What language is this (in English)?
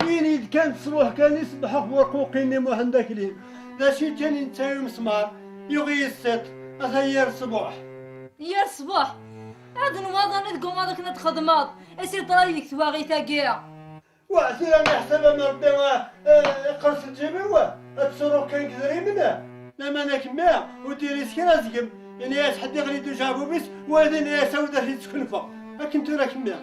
Kabyle